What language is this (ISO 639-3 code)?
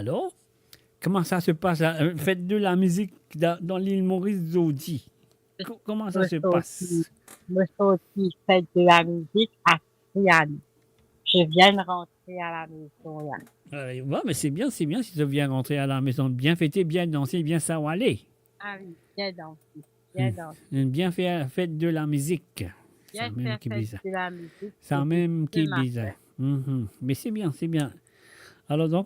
mfe